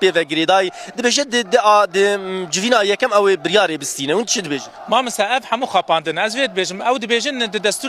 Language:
Kurdish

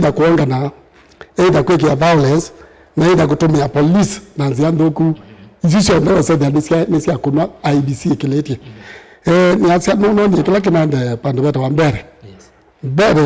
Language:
Kamba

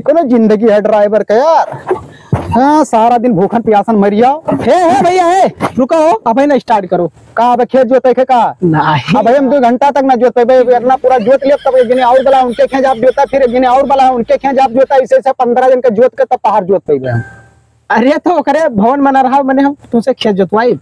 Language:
Awadhi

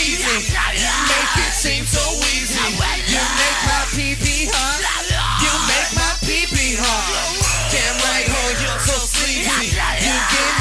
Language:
English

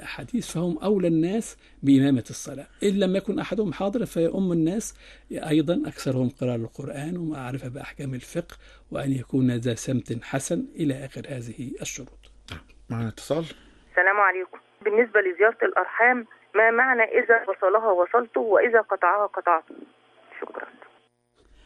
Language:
Arabic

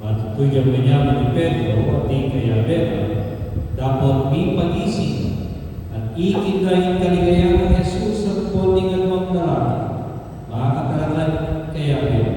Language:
Pampanga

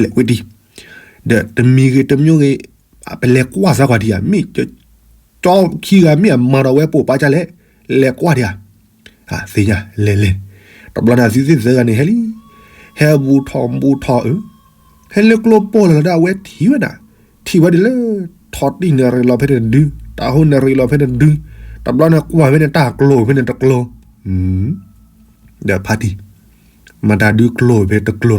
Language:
S'gaw Karen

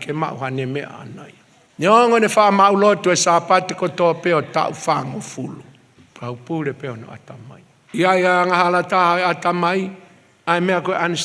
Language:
Tongan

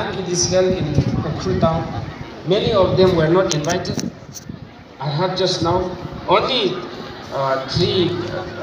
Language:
Tangkhul Naga (India)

